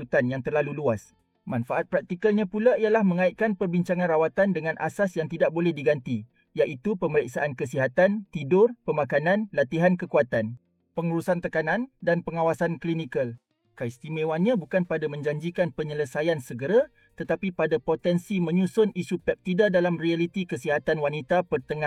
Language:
Malay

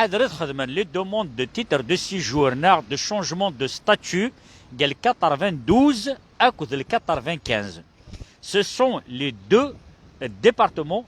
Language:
Kabyle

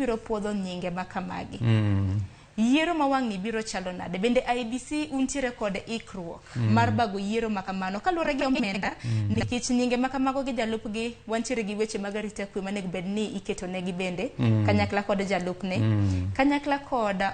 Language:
Luo (Kenya and Tanzania)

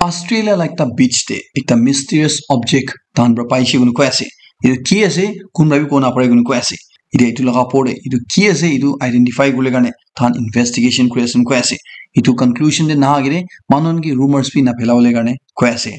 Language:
Naga Pidgin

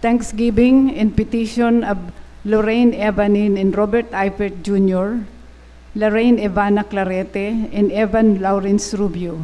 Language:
Bikol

